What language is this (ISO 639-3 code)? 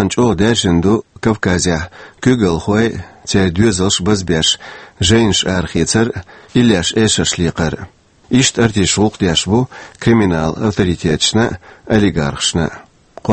che